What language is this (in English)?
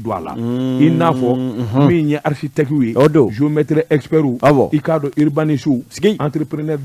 Bambara